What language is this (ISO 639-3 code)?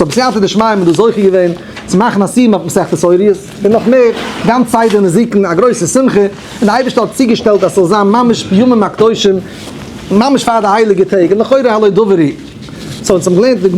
yid